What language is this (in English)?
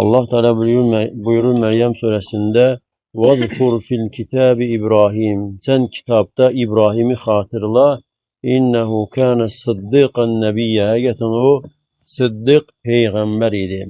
Azerbaijani